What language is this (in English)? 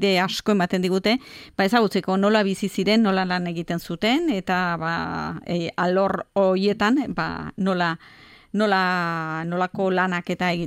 Basque